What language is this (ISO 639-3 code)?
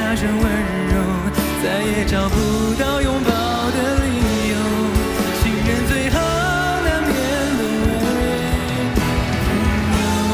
zho